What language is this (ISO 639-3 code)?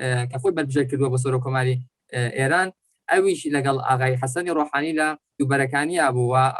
ckb